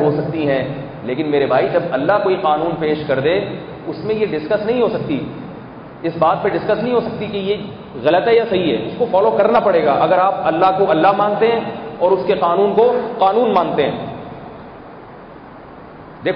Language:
Urdu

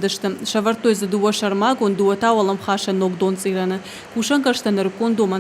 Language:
Ossetic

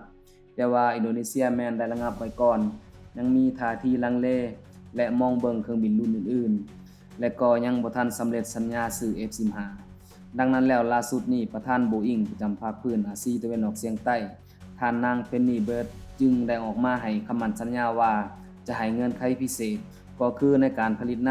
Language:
Lao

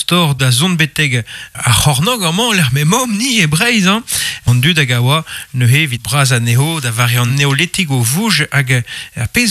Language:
Breton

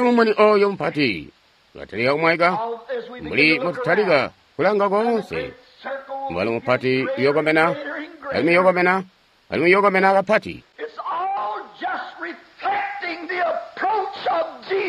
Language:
Tonga (Zambia)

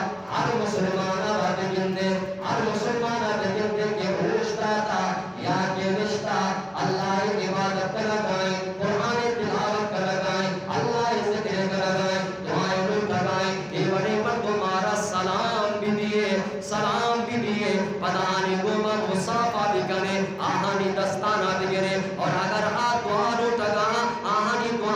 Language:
Eastern Balochi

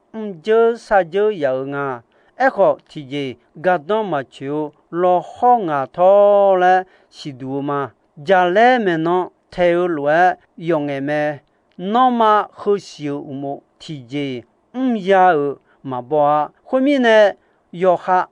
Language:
Akha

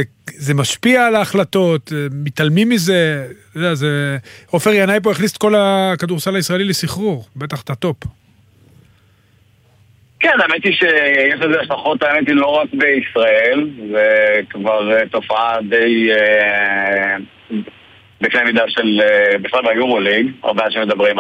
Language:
Hebrew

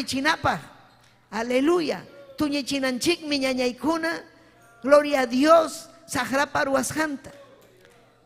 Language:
Ayacucho Quechua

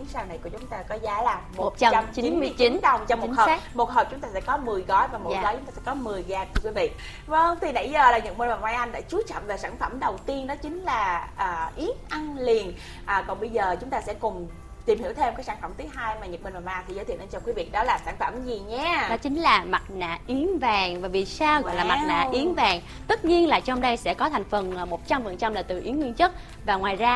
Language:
Vietnamese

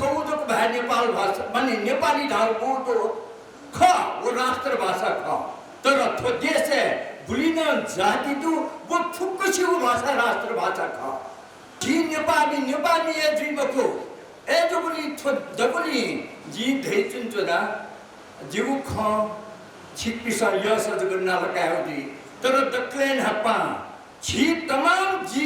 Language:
Newari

